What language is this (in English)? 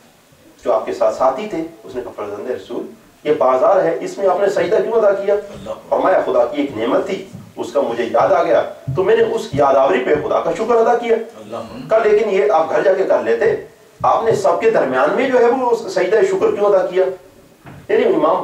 Urdu